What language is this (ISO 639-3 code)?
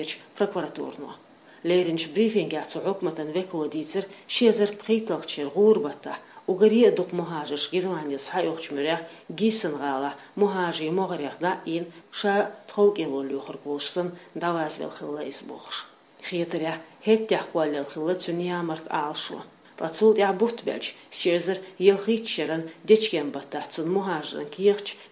che